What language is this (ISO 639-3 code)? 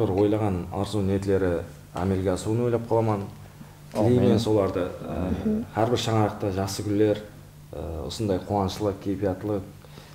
kaa